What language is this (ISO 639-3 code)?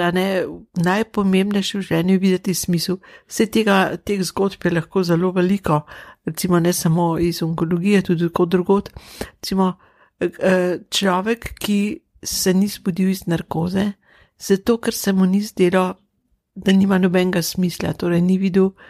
slv